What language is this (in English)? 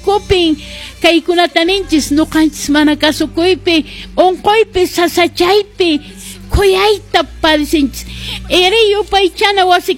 Quechua